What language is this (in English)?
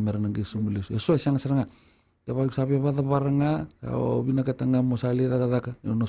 Fijian